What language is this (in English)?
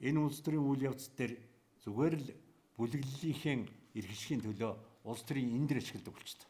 Mongolian